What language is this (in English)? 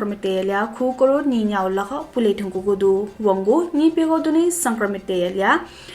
Newari